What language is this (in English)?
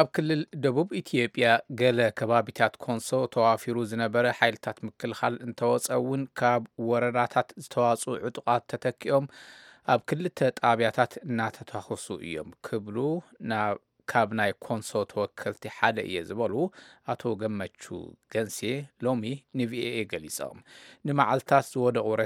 Tigrinya